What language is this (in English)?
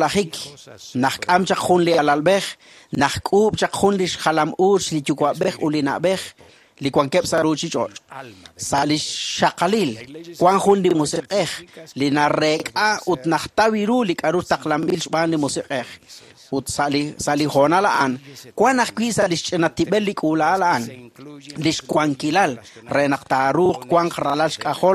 Kekchí